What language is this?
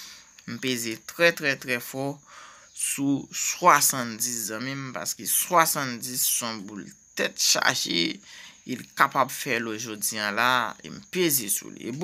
Haitian Creole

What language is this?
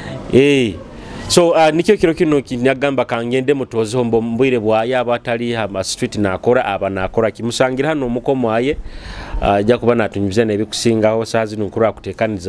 Nyoro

